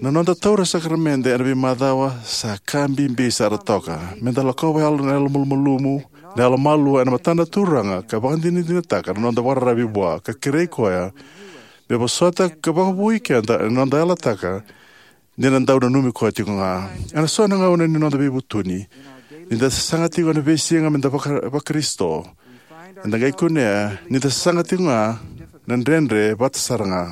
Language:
Fijian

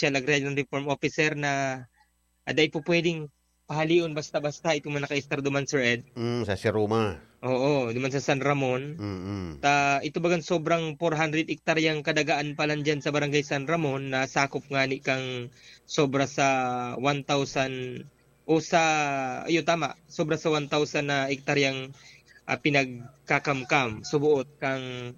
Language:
Bikol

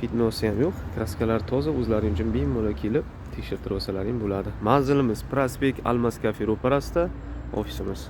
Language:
Uzbek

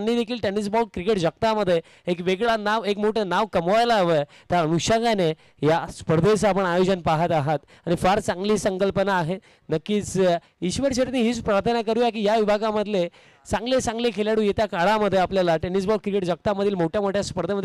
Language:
Marathi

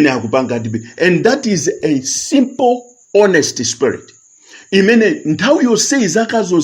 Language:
Nyanja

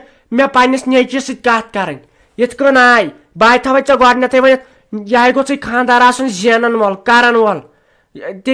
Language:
Kashmiri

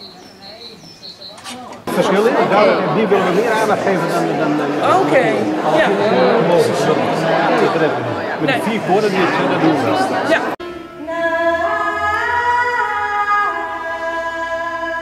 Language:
Dutch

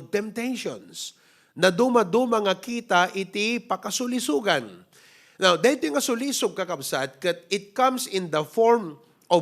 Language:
Iloko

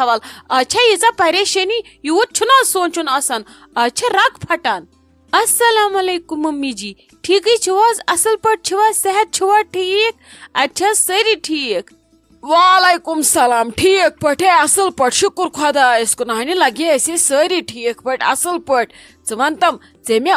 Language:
Kashmiri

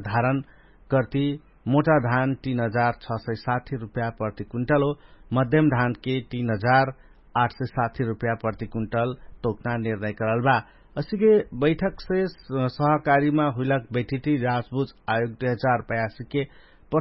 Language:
Dangaura Tharu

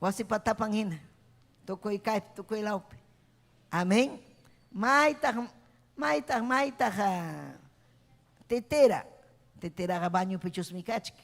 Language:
Ayacucho Quechua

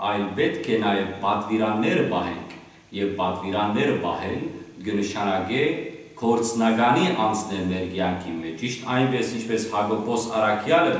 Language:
Western Armenian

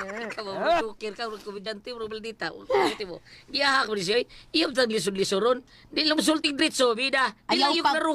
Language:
Cebuano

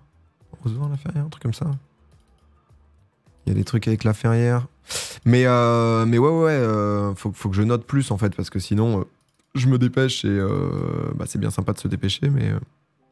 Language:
French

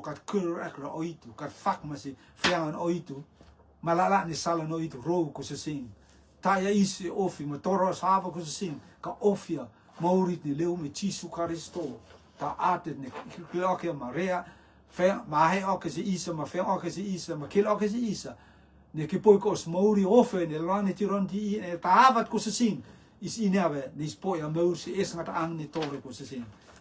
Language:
Rotuman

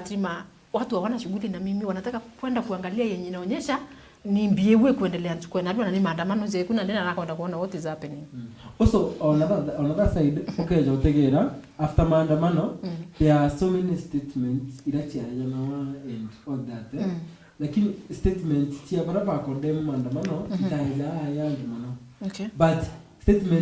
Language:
Meru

